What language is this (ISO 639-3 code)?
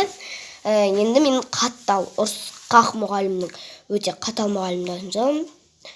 kaz